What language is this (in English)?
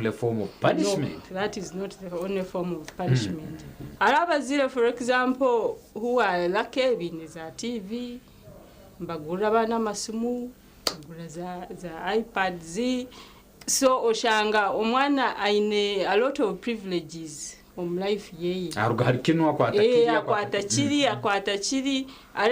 Nyankole